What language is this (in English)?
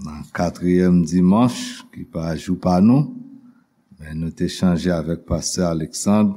Haitian Creole